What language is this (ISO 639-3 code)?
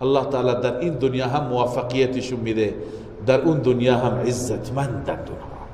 fas